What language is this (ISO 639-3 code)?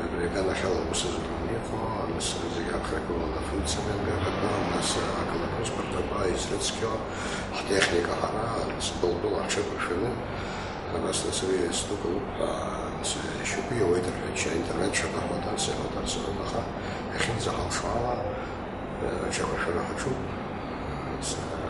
abk